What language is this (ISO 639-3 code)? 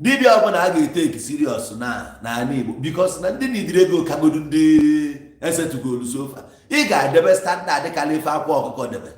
ibo